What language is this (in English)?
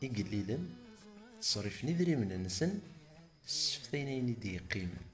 Kabyle